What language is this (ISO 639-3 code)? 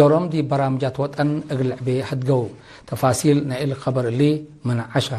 tig